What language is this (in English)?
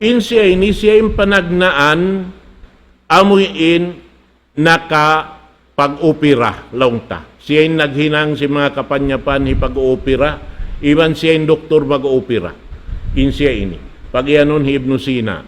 Tausug